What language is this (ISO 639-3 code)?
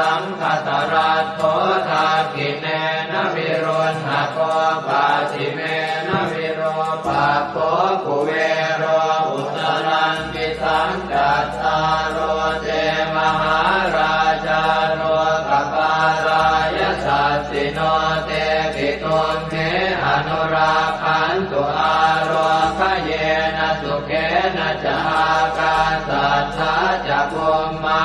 pli